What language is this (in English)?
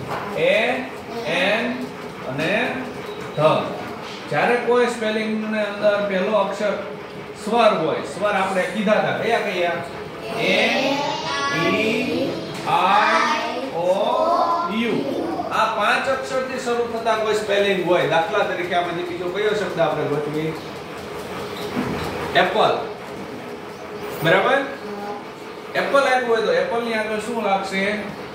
Gujarati